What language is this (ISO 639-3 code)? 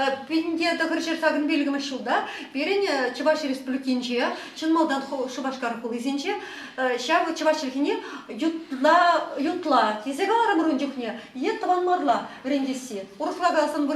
chv